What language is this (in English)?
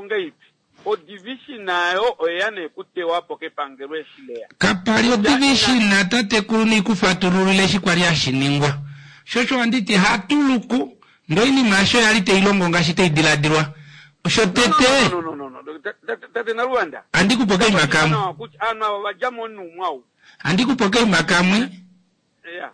Kuanyama